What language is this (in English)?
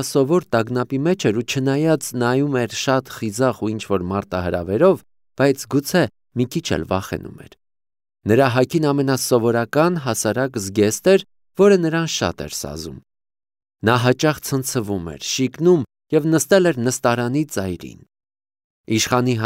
Armenian